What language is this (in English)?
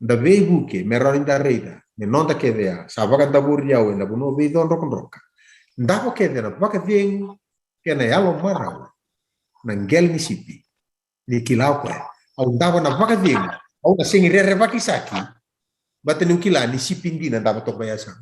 Fijian